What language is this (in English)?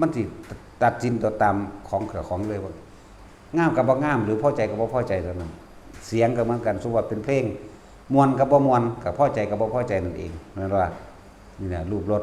Lao